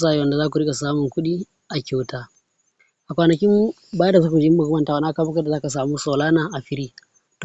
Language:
Hausa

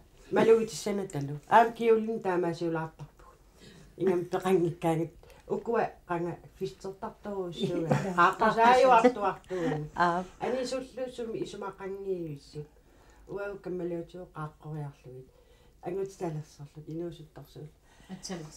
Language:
Kalaallisut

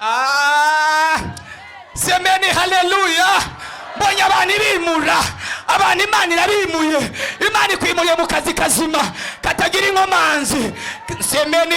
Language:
Rundi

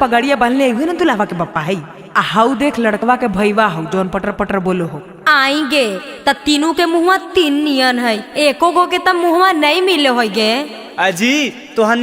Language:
Magahi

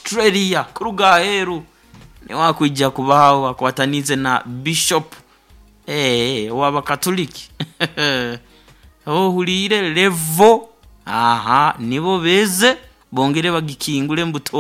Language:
Nyoro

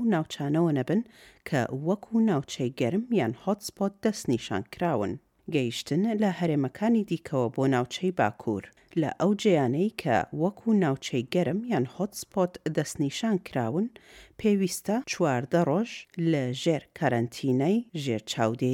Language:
Central Kurdish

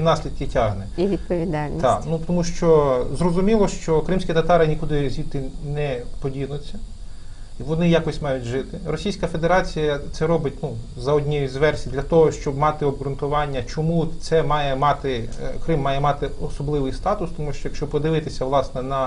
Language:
Ukrainian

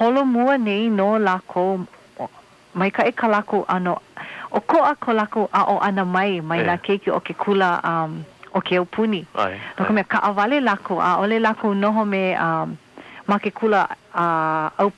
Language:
Hawaiian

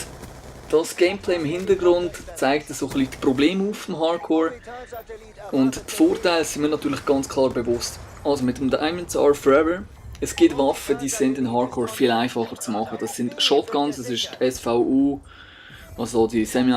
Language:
Swiss German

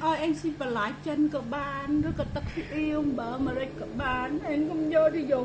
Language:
Khmer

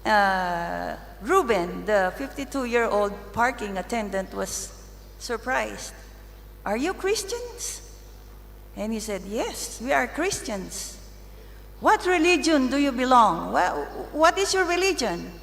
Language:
Tangkhul Naga (India)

